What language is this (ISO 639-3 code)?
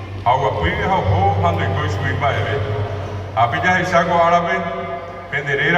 grn